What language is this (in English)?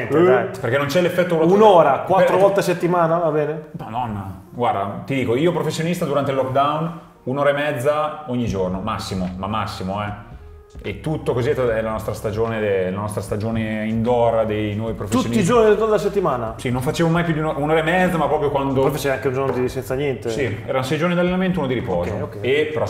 Italian